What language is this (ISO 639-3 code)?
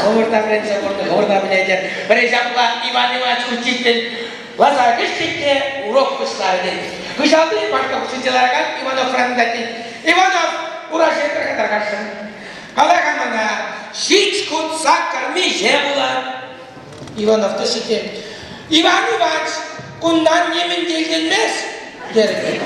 chv